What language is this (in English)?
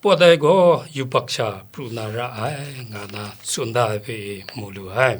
Kachin